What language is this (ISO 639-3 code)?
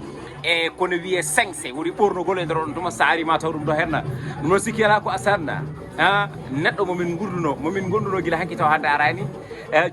ful